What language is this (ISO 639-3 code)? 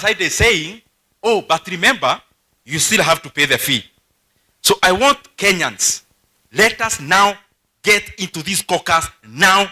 mer